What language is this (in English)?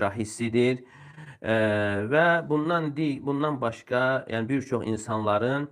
Azerbaijani